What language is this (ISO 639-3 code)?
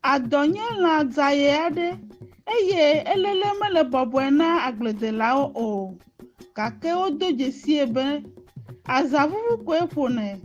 ewe